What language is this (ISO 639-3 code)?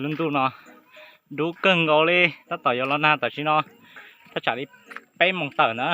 hmn